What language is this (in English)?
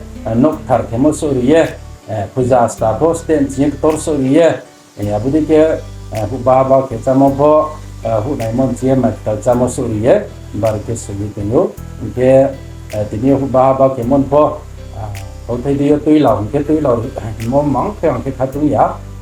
Riang (India)